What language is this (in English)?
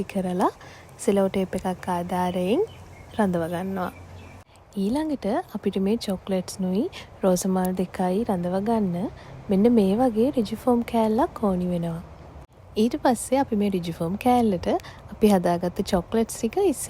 Sinhala